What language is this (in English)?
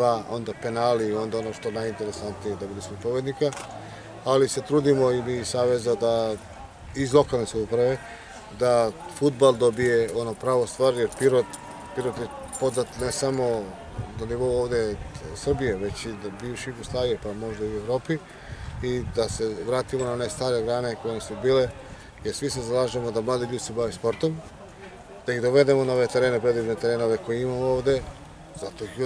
Macedonian